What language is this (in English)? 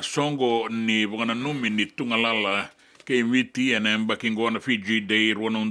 Fijian